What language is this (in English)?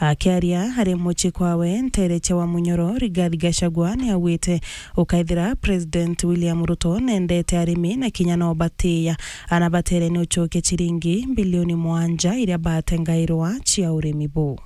Meru